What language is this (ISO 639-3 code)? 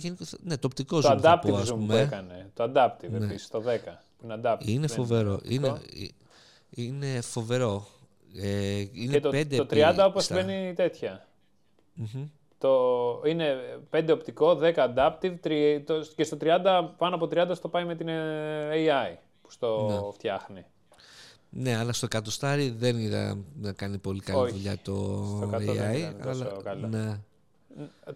ell